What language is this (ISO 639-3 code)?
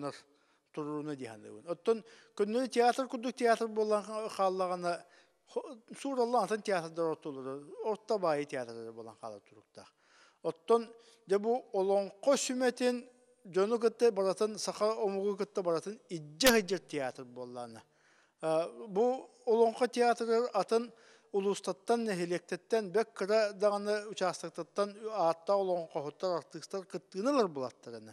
sah